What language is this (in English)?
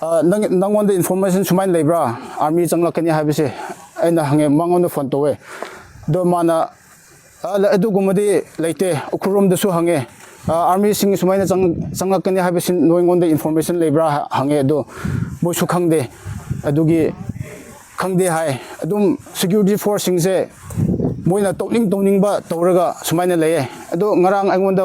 Manipuri